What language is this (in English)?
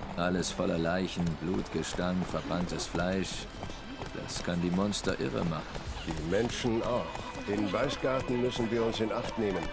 Swiss German